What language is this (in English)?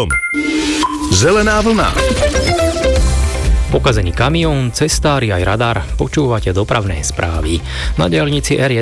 Slovak